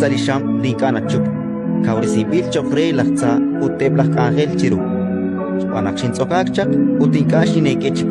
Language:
Kekchí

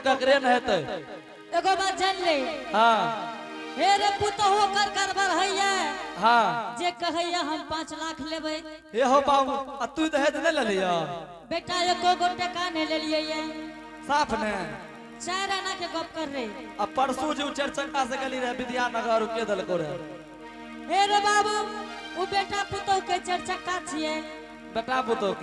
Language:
Angika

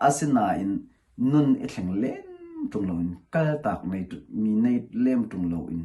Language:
Hakha Chin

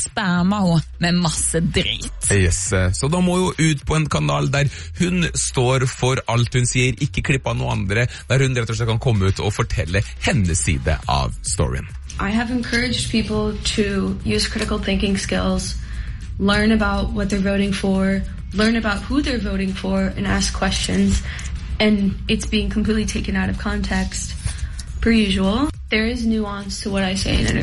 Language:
Norwegian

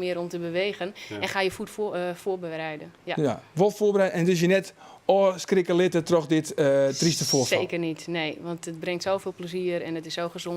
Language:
Western Frisian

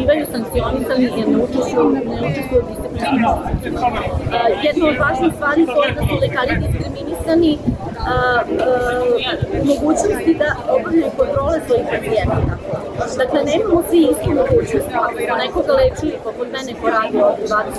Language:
Serbian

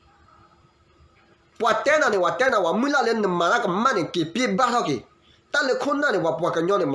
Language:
S'gaw Karen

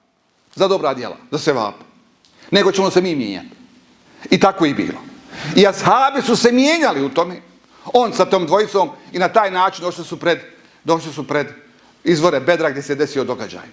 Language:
Bosnian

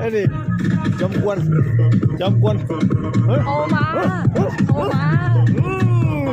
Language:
Lao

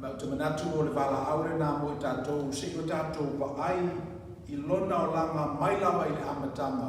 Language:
Samoan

